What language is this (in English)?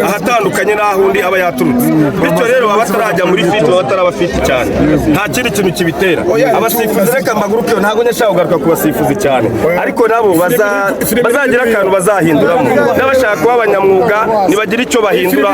Kinyarwanda